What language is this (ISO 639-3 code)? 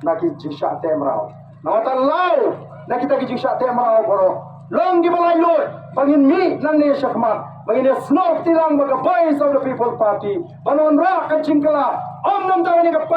kha